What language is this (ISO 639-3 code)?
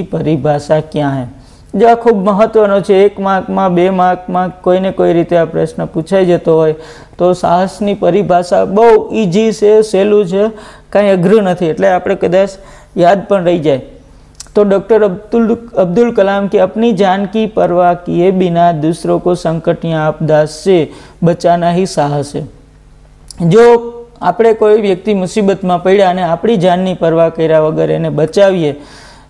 guj